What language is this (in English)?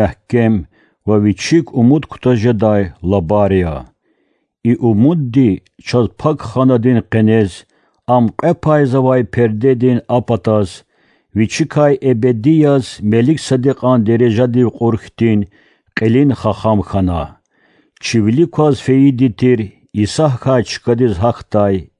Lezghian